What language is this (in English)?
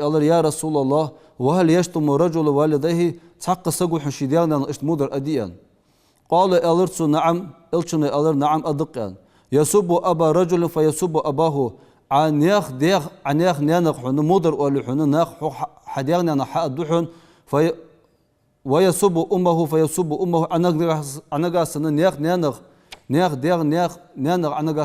Ingush